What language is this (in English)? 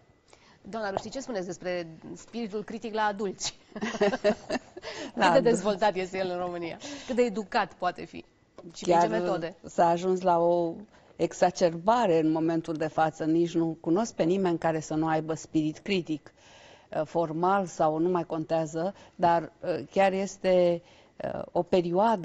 Romanian